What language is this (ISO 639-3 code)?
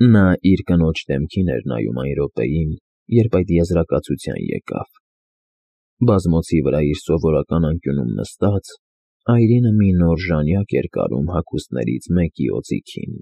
hye